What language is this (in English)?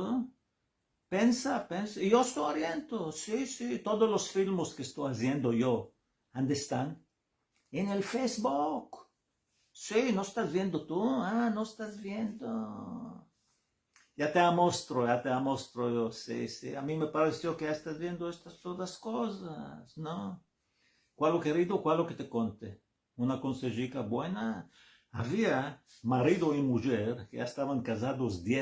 Ladino